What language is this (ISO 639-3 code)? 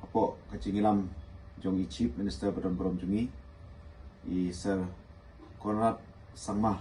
kha